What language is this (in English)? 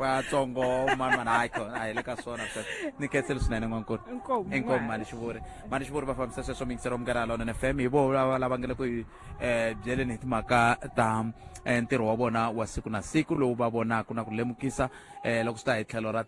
Tsonga